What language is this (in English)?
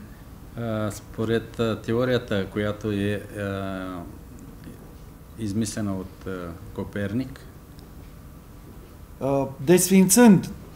Bulgarian